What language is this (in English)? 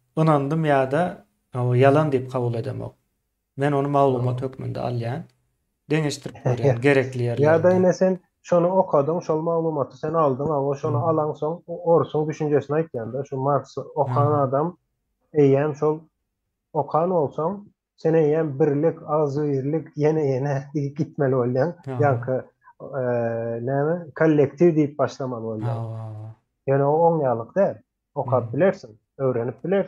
Turkmen